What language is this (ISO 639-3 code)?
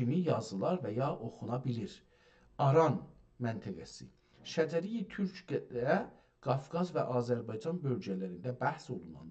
azb